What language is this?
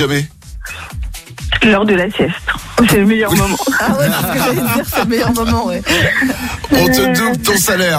French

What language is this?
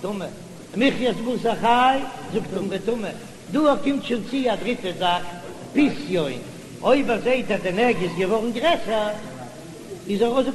Yiddish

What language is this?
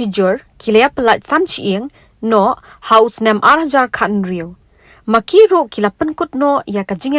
Khasi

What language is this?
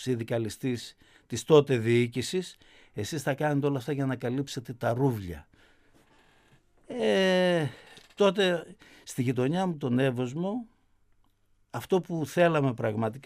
Greek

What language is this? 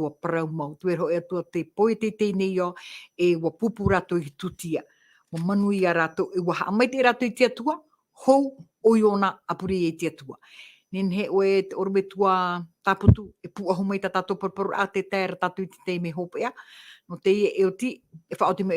Tahitian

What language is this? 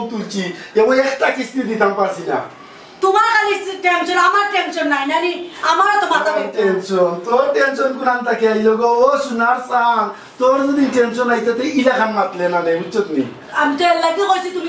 Sylheti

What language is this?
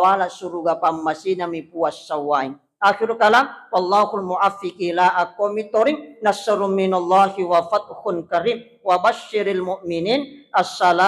Buginese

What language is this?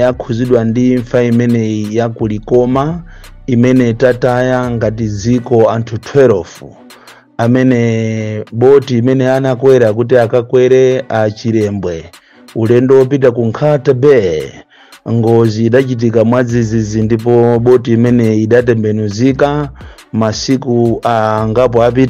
Nyanja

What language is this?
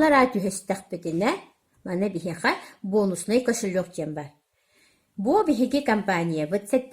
Yakut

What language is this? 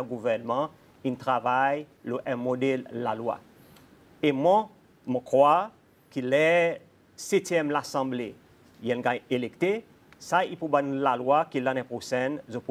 Seselwa Creole French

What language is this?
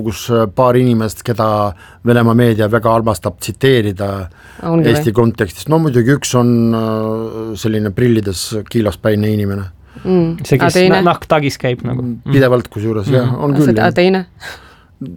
Estonian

